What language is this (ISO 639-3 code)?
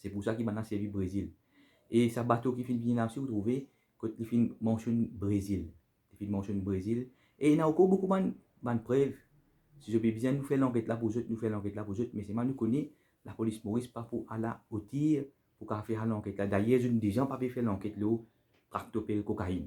mfe